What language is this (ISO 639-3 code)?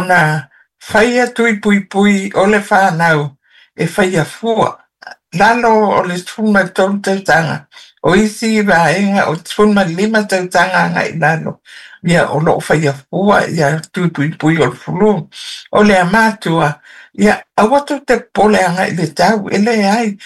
smo